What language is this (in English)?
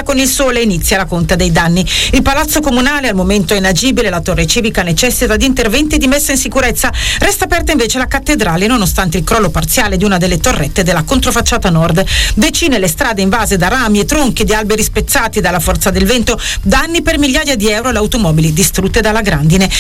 Italian